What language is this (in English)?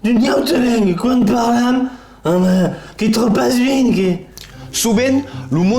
Occitan